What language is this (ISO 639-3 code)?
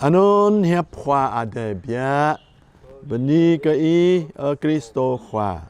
jra